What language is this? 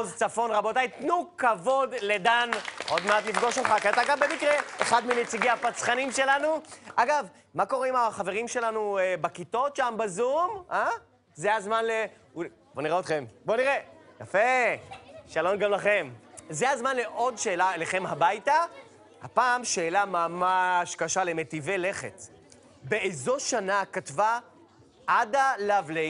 Hebrew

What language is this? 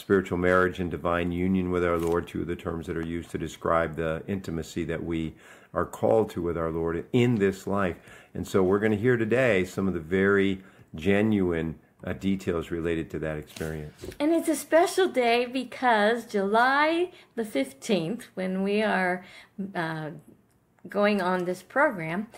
English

